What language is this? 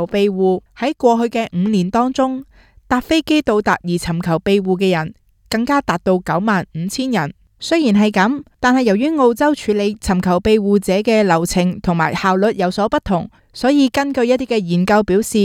Cantonese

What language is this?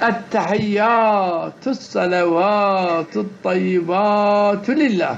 Zaza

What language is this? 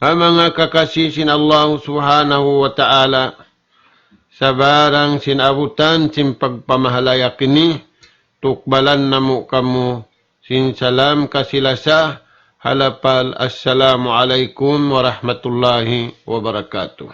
Tausug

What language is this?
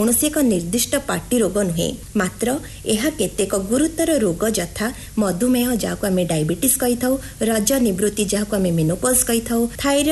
Odia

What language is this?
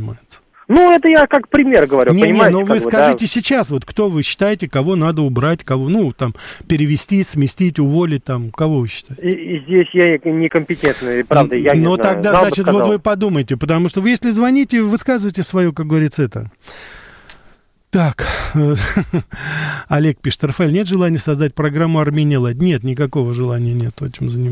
Russian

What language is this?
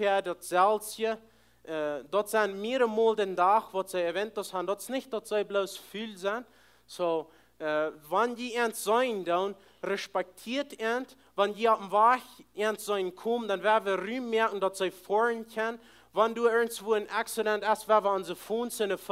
Plautdietsch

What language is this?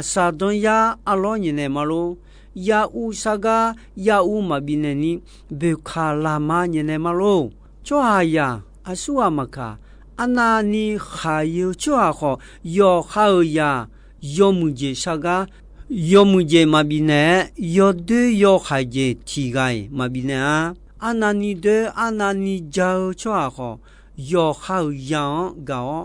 Akha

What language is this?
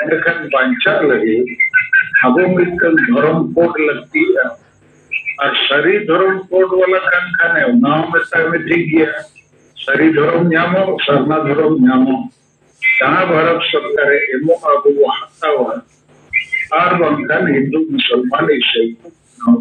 Santali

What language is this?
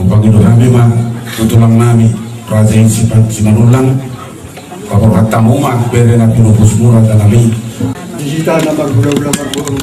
Batak Toba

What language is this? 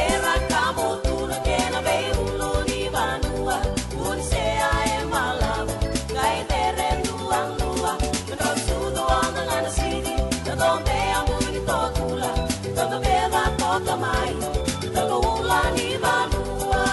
Fijian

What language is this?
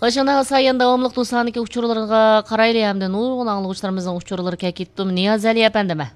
Uyghur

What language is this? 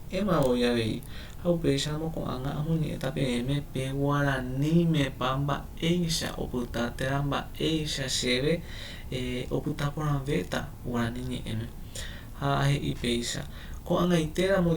Guarani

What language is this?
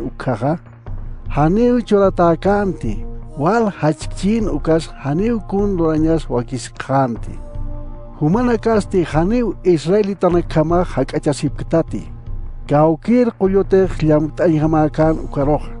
Aymara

